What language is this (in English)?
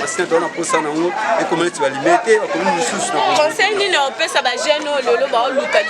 Lingala